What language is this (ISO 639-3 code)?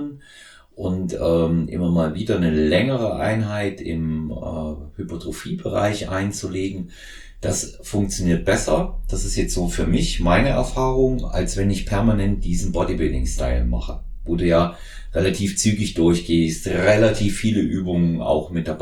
deu